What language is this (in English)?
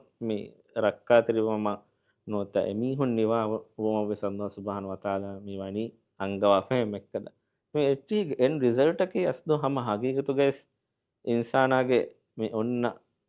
Divehi